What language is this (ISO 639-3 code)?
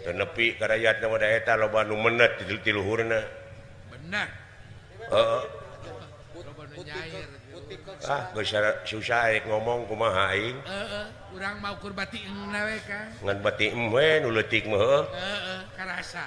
sun